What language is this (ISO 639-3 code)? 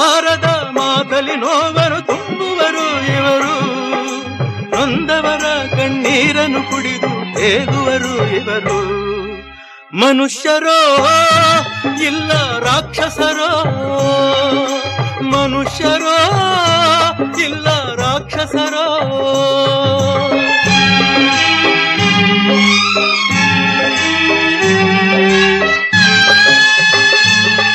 kan